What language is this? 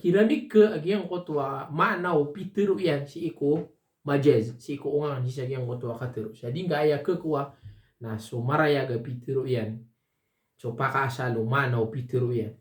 Maranao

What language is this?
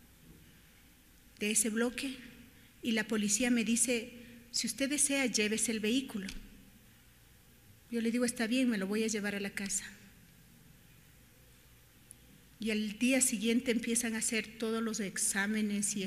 Spanish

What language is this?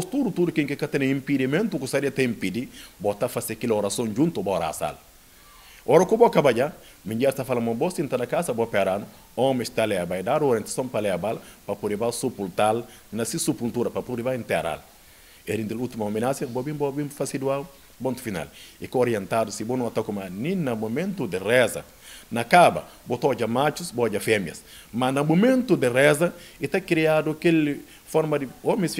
Portuguese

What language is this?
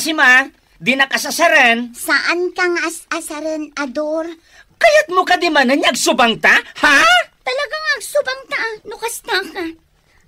Iloko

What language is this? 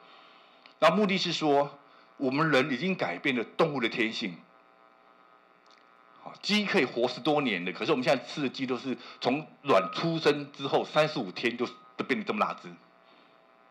Chinese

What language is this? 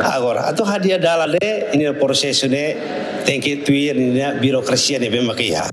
Tetum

